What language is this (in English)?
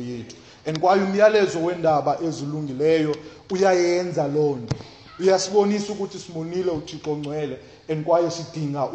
Xhosa